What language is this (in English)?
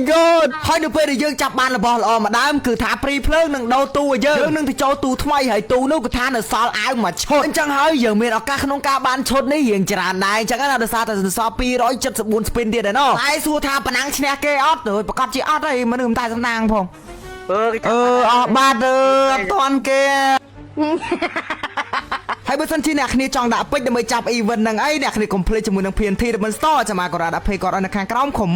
Khmer